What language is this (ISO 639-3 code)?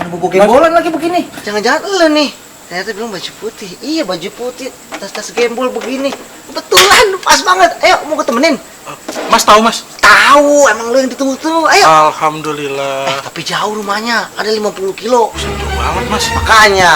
bew